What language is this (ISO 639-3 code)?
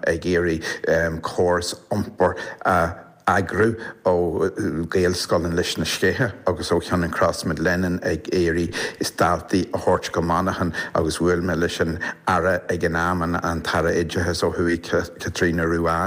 gle